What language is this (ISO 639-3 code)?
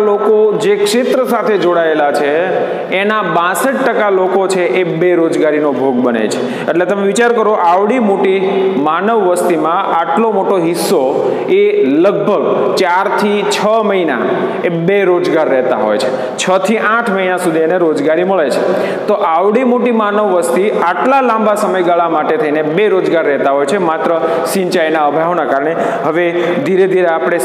guj